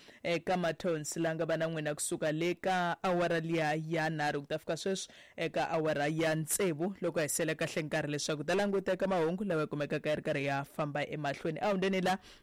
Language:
Tsonga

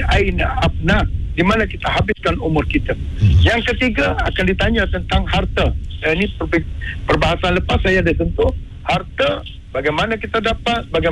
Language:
Malay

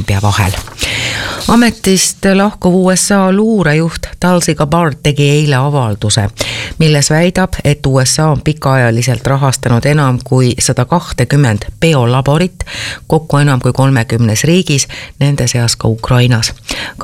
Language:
Estonian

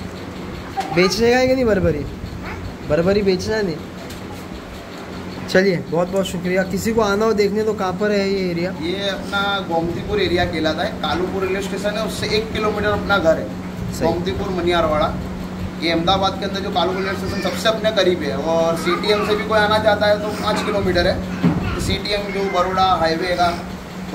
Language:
Hindi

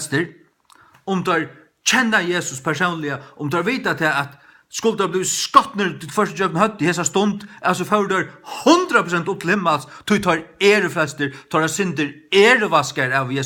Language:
Faroese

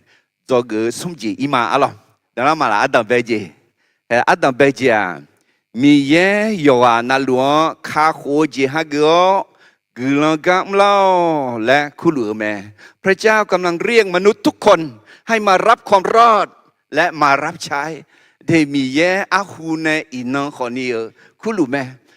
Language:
Akha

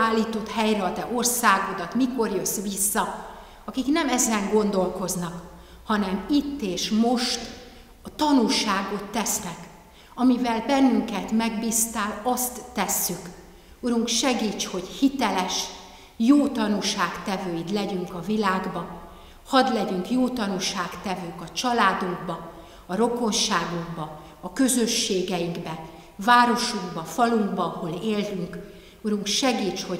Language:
Hungarian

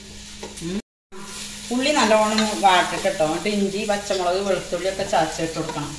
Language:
Malayalam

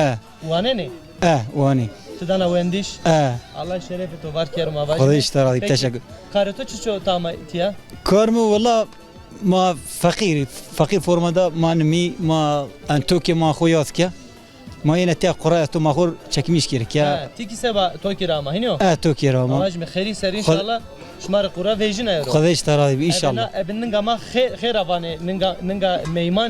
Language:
Zaza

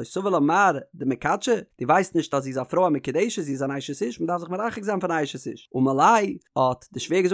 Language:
Yiddish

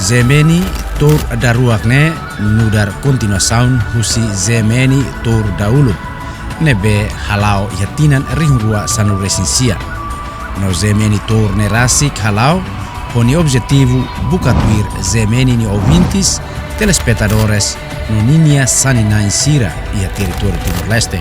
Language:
Tetum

